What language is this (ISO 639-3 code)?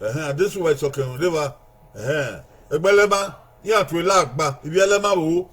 bin